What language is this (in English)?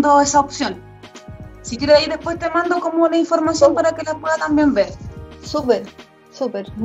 Spanish